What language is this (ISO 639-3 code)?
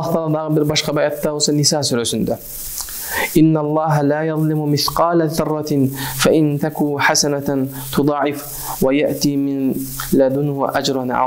kir